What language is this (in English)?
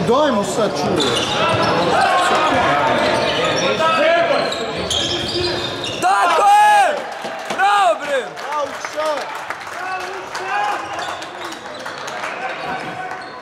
Serbian